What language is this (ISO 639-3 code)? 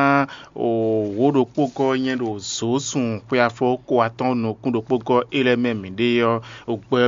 fon